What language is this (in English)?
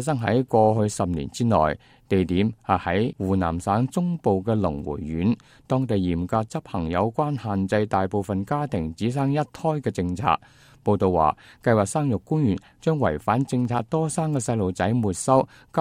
Cantonese